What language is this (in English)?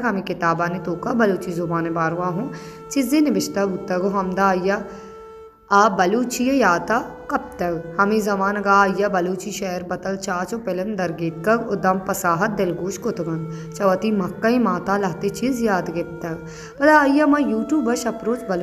Baluchi